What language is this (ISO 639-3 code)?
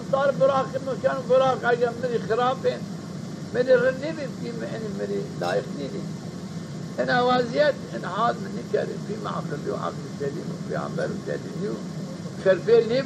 zza